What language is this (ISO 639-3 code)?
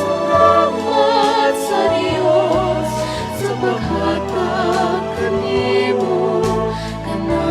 ceb